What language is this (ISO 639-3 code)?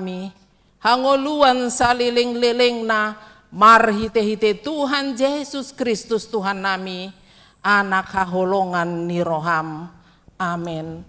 bbc